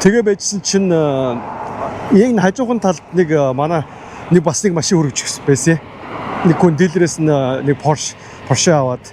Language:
Mongolian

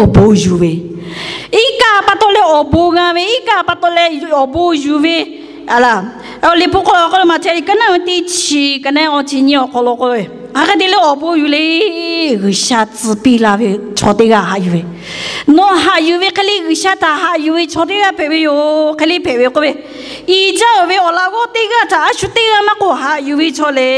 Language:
Lahu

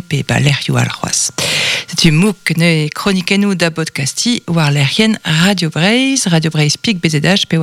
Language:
Breton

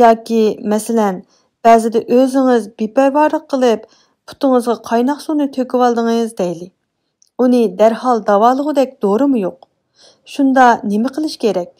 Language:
Uyghur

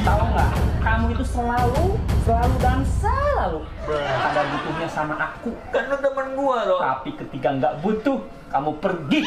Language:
Betawi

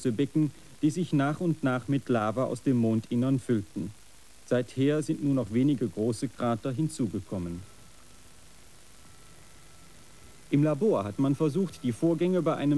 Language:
German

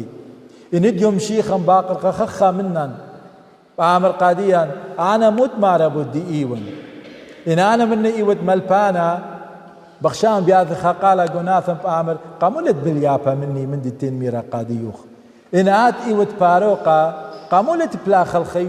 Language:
Assyrian Neo-Aramaic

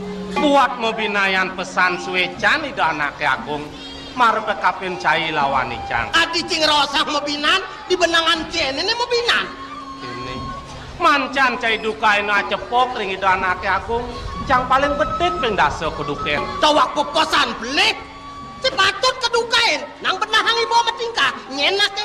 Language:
Balinese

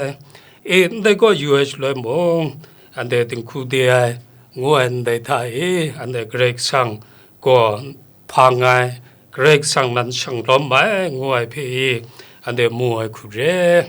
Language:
Kachin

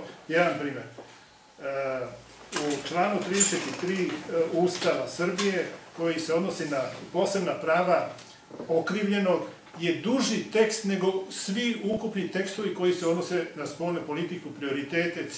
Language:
Serbian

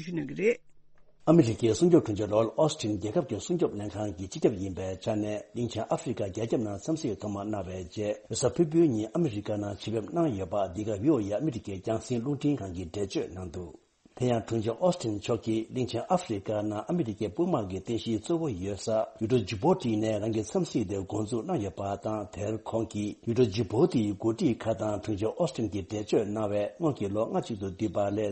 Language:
Tibetan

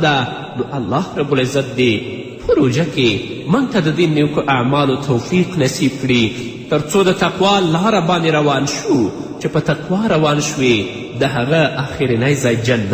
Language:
Pashto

